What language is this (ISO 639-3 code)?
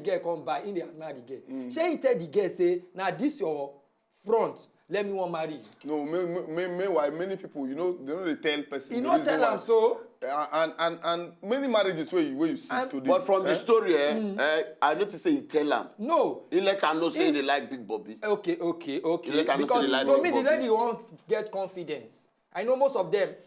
pcm